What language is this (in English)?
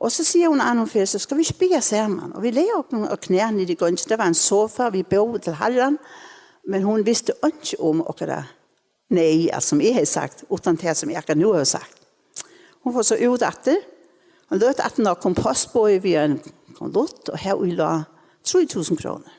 Faroese